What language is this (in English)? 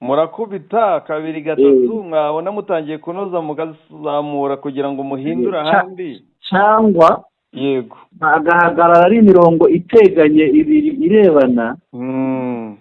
Kinyarwanda